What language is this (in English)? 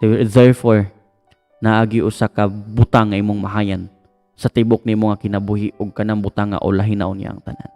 Cebuano